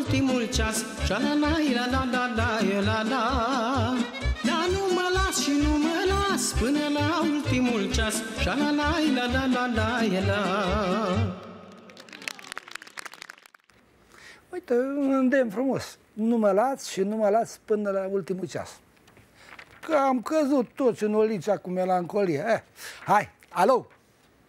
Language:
Romanian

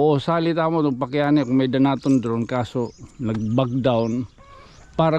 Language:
Waray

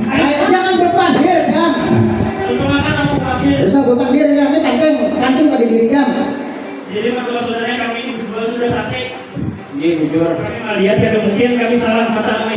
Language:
Banjar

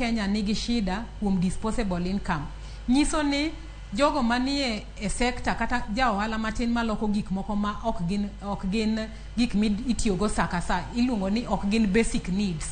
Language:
Luo (Kenya and Tanzania)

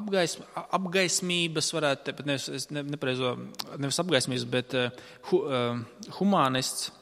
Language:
Latvian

